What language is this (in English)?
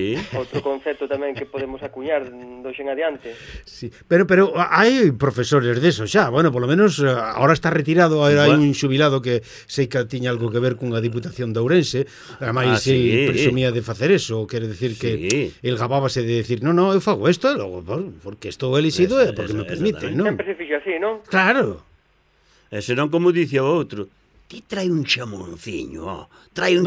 Galician